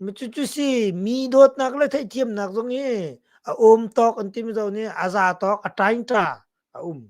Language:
Hakha Chin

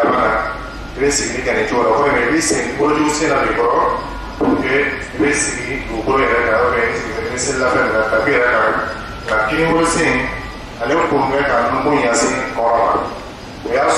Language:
Dyula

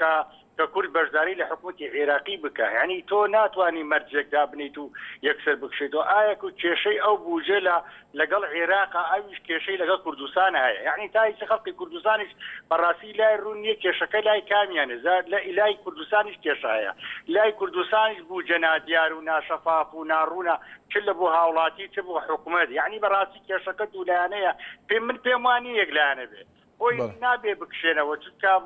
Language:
Central Kurdish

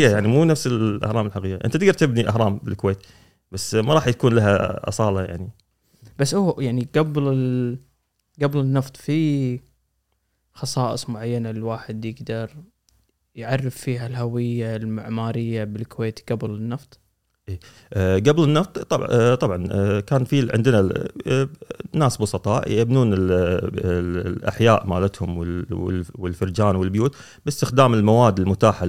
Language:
Gulf Arabic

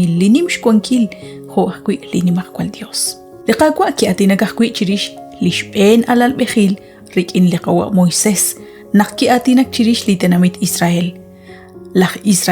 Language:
Kekchí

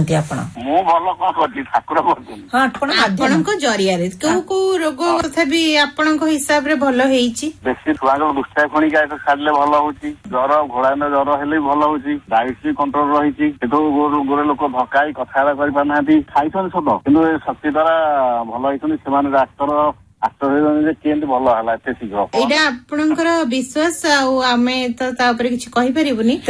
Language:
Odia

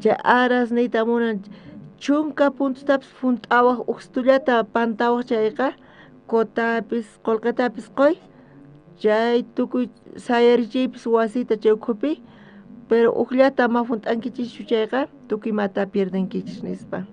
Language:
South Bolivian Quechua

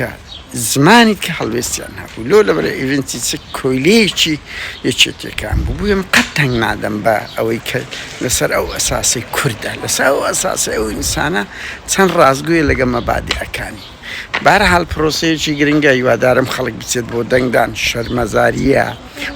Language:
Central Kurdish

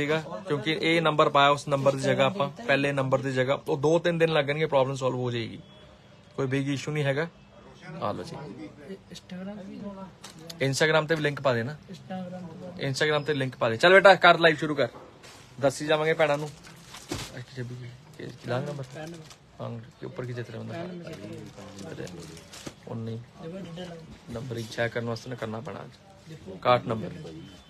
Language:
Punjabi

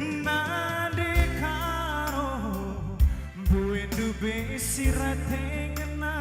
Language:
Batak Karo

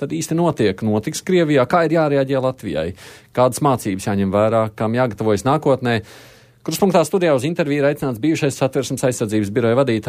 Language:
Latvian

